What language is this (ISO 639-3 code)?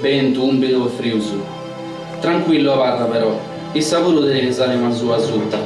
srd